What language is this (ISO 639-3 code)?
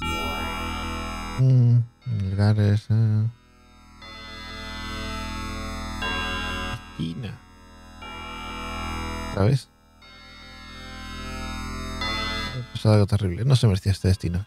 spa